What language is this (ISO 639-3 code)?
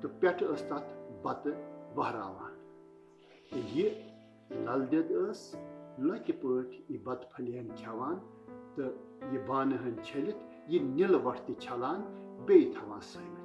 kas